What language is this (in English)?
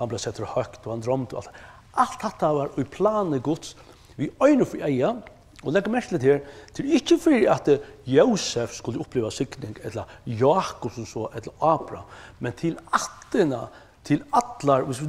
Faroese